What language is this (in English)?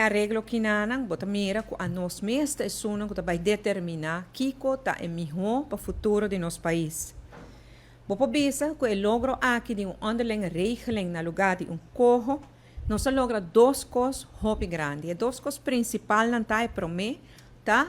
Papiamento